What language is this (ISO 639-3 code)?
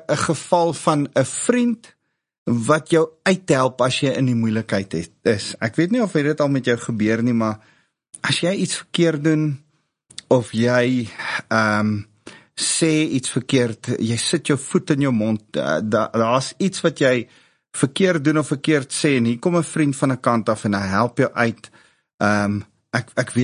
afr